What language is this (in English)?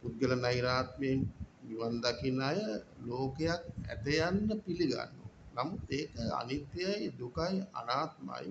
Sinhala